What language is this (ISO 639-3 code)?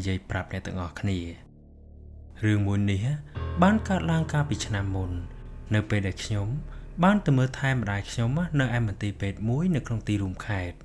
khm